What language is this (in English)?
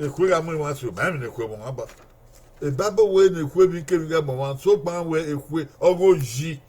Bini